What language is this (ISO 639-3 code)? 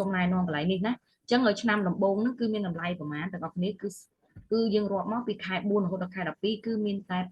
khm